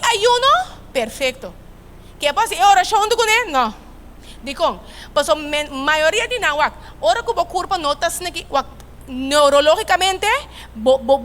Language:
Papiamento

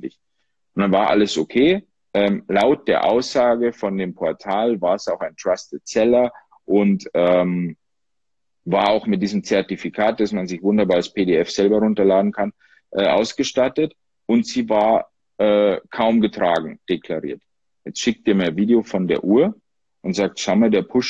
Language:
German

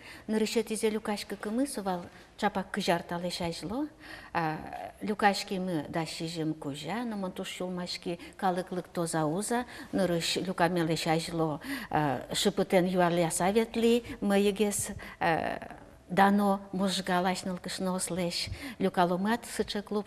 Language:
Udmurt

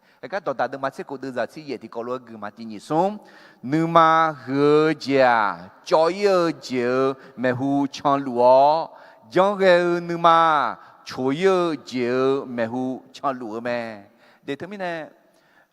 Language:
Akha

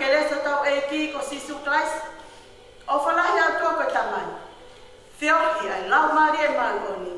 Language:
Tongan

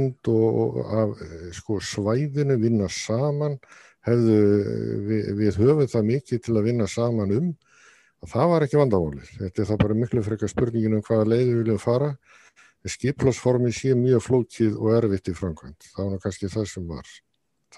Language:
Icelandic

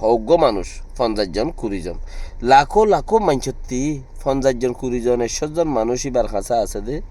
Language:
Rohingya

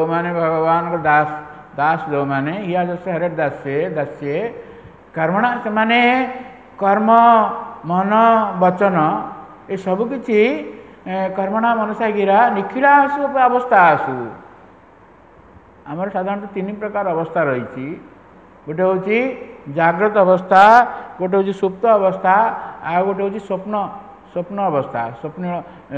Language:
Odia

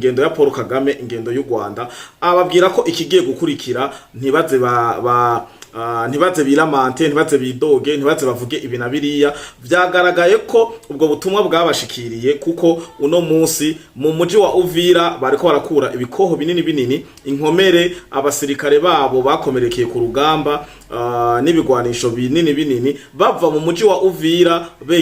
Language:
Rundi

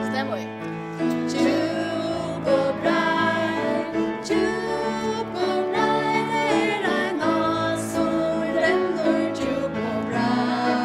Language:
Faroese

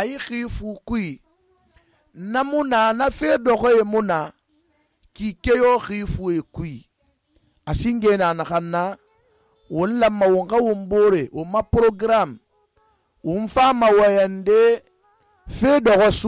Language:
Susu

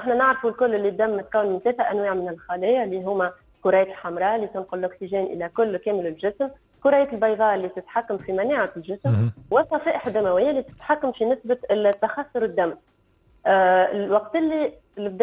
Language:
Tunisian Arabic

